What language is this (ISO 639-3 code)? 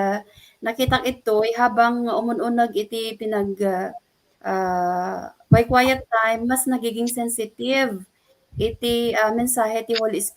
ilo